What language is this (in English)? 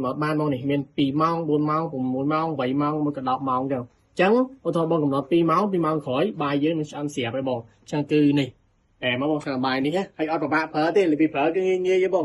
Khmer